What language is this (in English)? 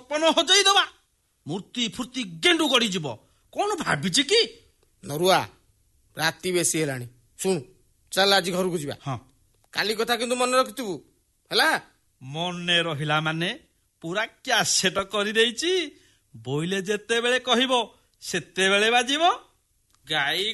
Odia